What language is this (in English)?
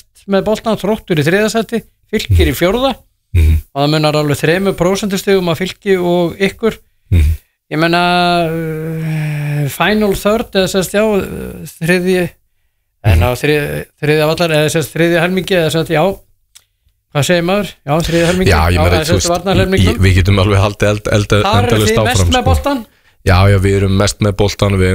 Icelandic